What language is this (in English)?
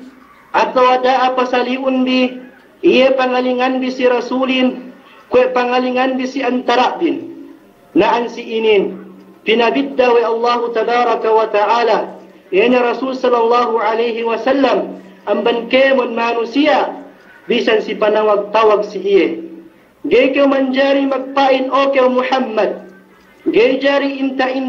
Yakan